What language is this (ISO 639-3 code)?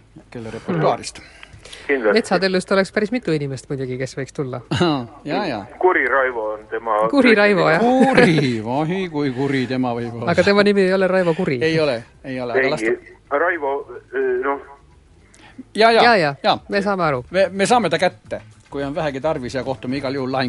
est